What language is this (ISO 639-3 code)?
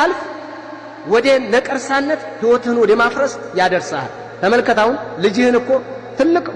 amh